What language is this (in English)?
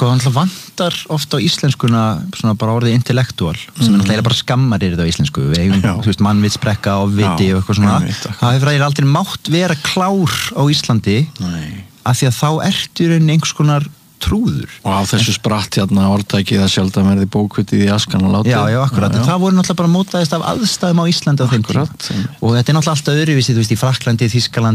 Icelandic